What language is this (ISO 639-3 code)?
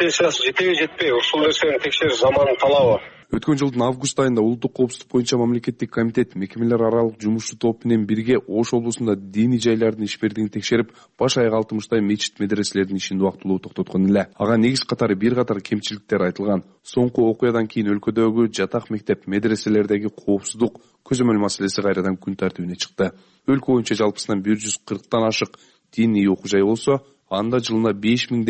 kir